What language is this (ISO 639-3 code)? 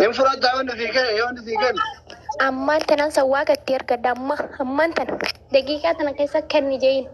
orm